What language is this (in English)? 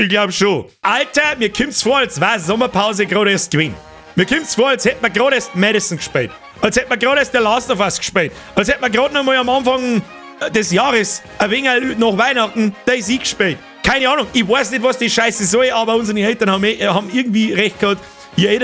Bavarian